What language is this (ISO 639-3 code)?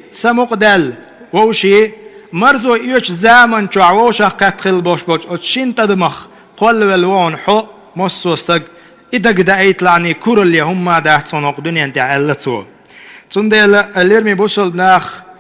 che